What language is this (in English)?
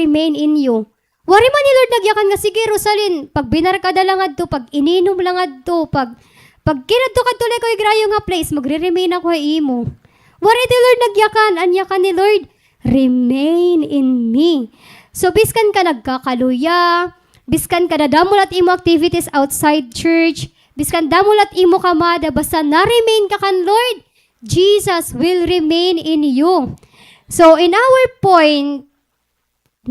Waray